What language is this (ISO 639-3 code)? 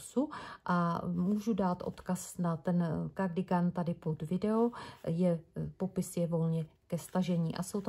ces